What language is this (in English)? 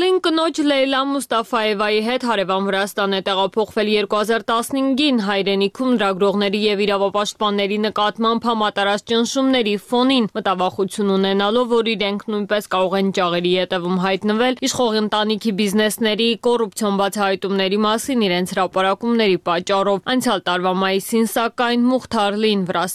Armenian